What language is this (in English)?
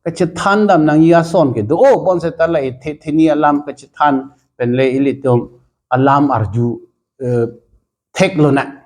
Karbi